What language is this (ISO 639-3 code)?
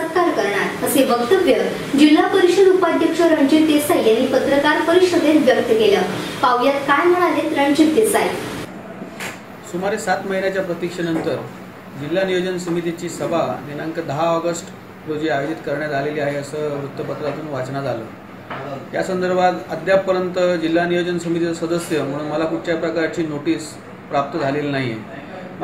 mar